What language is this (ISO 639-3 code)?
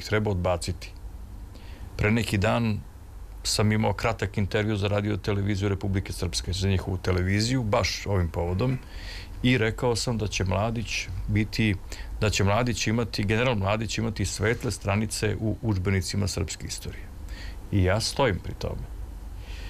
srp